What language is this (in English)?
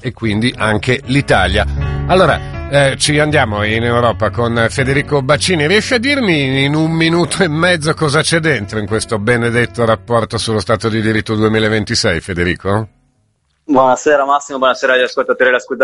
Italian